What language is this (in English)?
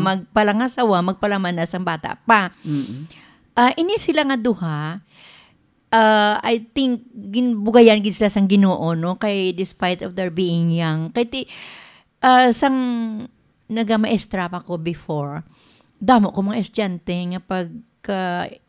Hiligaynon